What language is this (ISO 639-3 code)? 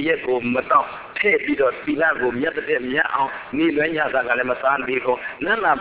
mya